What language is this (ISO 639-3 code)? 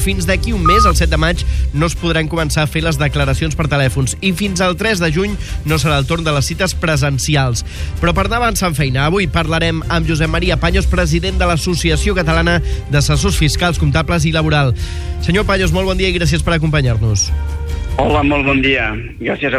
cat